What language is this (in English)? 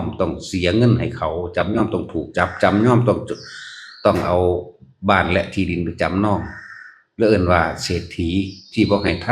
Northeastern Thai